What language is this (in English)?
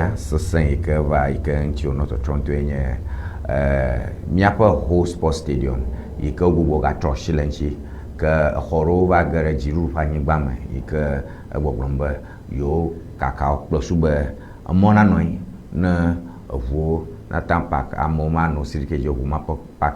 Ewe